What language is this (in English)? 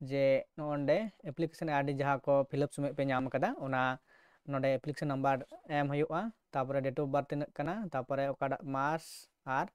Santali